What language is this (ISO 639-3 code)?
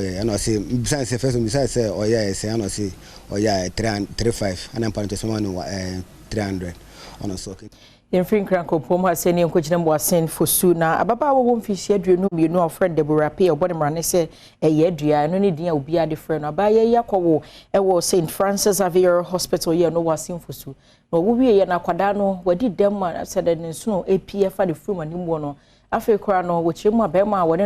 aka